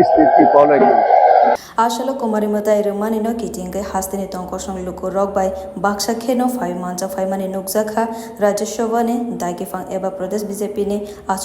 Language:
Kok Borok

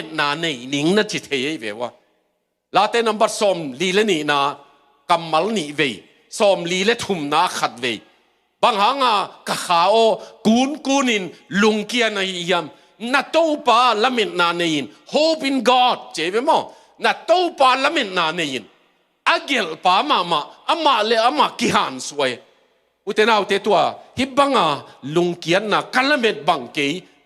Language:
Tedim Chin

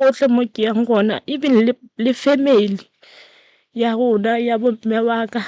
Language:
Northern Sotho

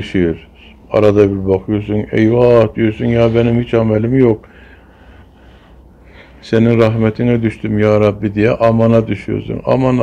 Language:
Turkish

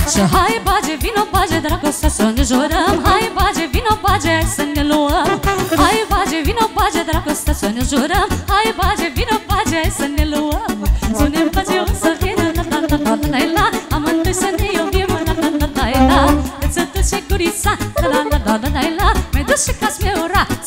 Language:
Romanian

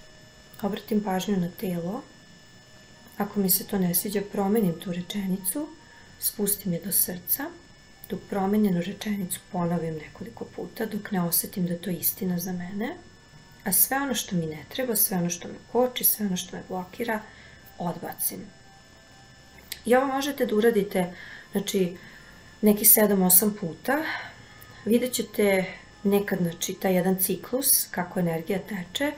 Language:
Serbian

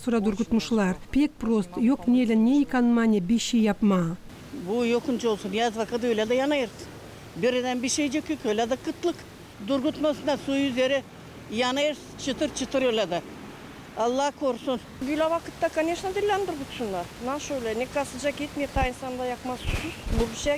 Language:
Gagauz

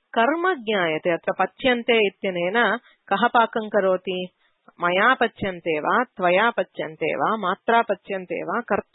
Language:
Sanskrit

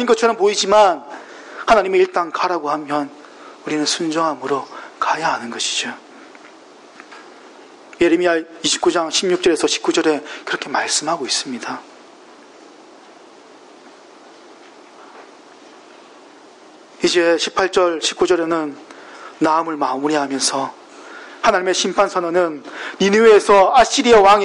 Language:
Korean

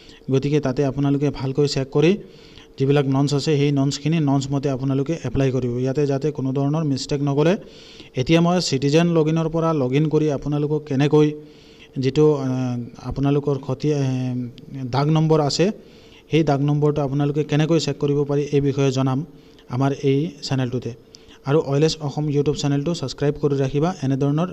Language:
Assamese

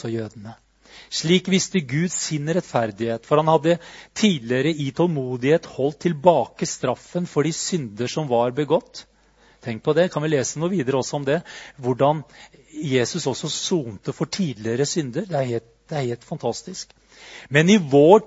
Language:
Norwegian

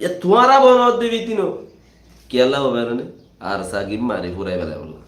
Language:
Rohingya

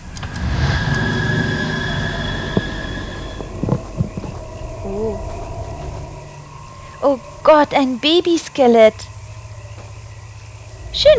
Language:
German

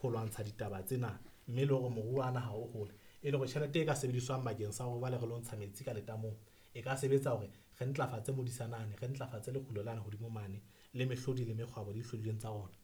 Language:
Southern Sotho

